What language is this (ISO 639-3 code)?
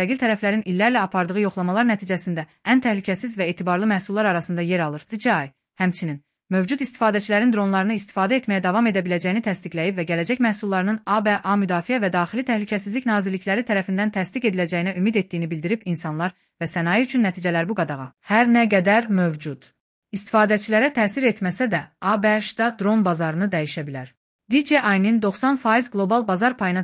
aze